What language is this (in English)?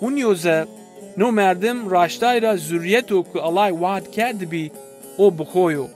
Zaza